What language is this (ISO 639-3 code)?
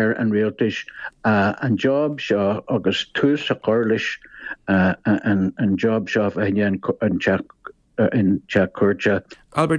gle